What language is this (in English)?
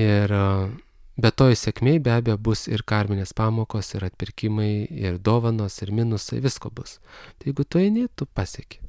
Lithuanian